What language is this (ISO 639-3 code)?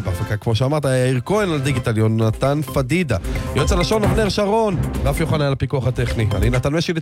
heb